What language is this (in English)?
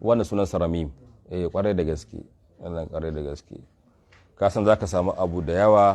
Hausa